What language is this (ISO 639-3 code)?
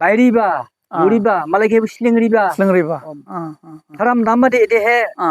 dis